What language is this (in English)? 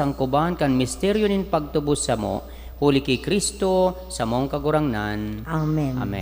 Bikol